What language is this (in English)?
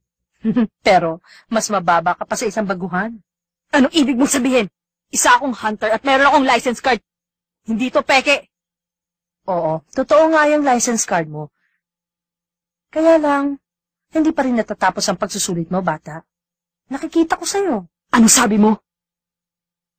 Filipino